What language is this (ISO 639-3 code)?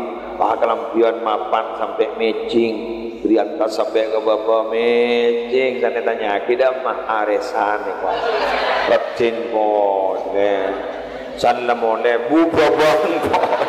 mad